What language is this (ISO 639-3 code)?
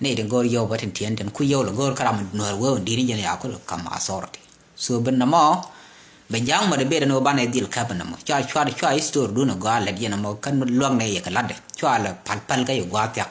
nus